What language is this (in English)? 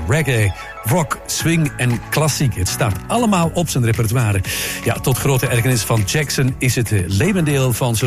Dutch